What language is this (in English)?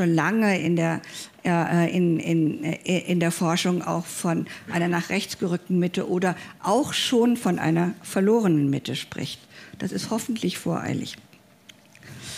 German